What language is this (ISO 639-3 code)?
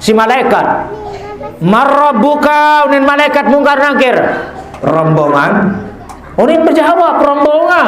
sas